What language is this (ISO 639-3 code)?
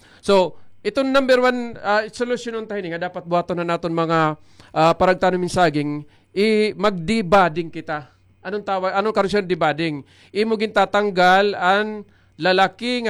war